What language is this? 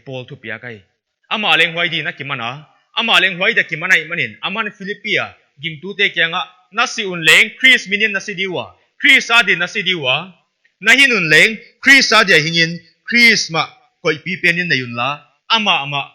Paite Chin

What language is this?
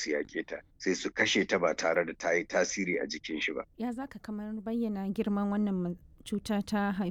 Hausa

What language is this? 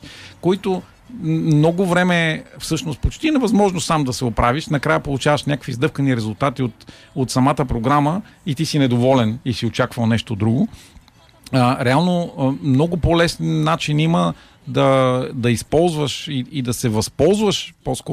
Bulgarian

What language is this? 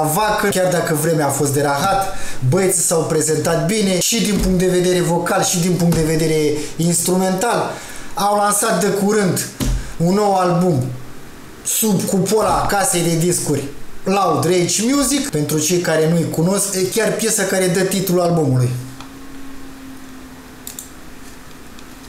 Romanian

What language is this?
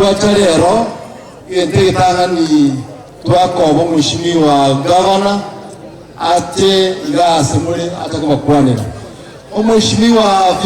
Gusii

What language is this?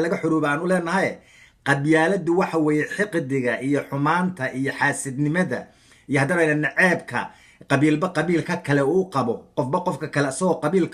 Somali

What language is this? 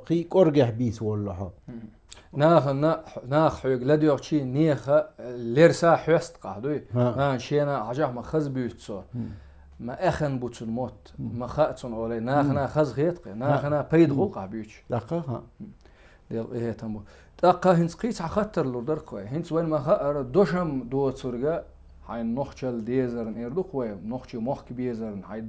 Chechen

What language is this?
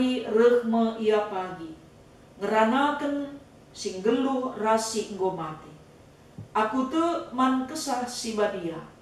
Batak Karo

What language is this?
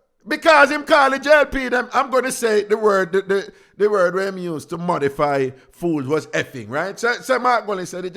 Jamaican Creole English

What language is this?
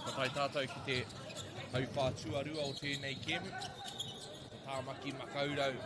Māori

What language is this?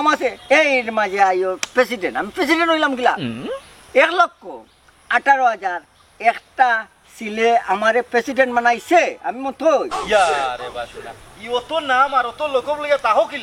Sylheti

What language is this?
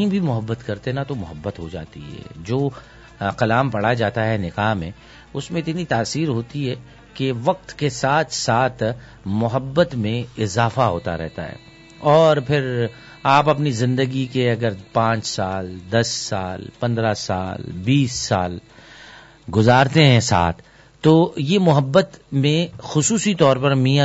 Urdu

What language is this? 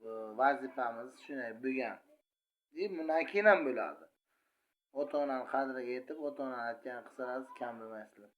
Uzbek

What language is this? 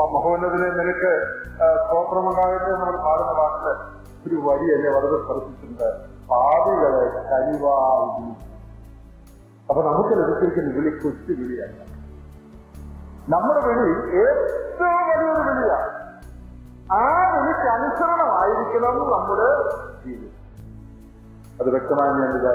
Malayalam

